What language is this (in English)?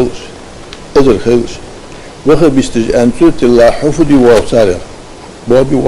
Ingush